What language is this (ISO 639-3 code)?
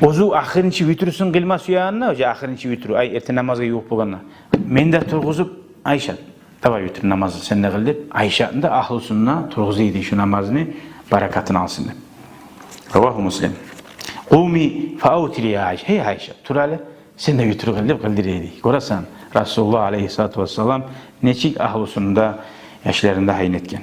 kum